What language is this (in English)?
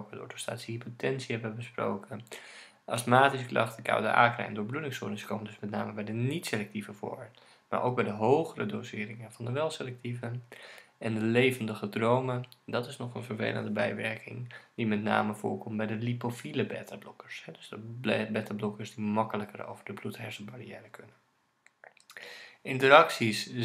Dutch